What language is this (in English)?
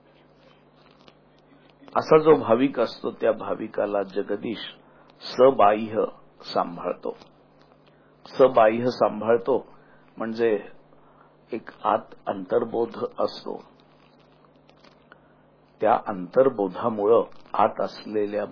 Marathi